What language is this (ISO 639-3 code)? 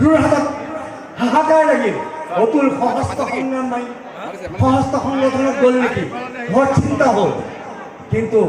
asm